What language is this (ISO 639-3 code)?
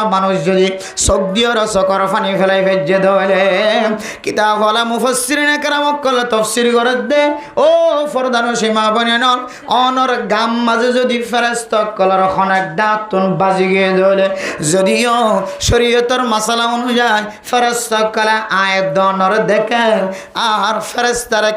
rhg